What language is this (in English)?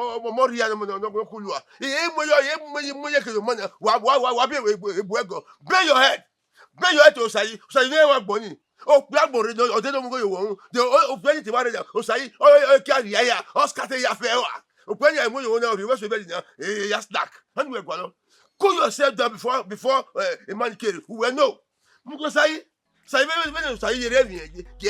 Bini